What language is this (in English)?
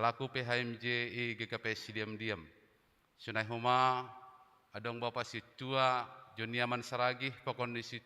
Batak Simalungun